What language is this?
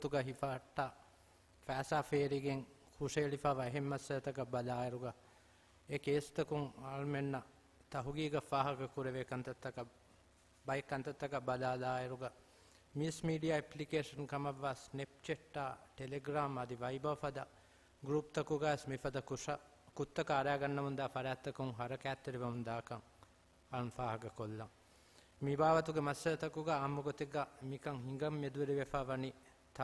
Divehi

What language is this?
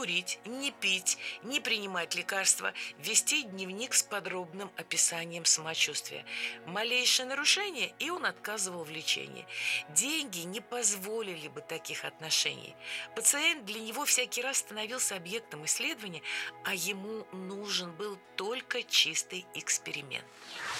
Russian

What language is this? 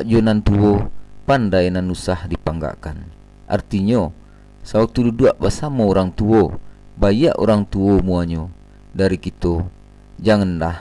Minangkabau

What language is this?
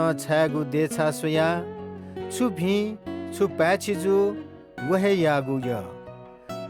Newari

